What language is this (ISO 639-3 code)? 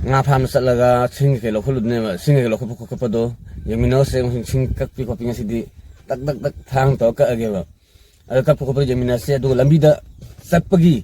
mni